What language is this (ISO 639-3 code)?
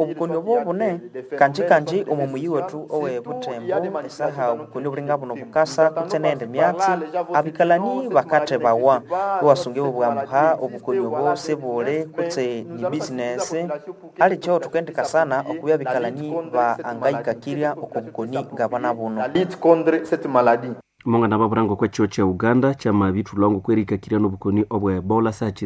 nnb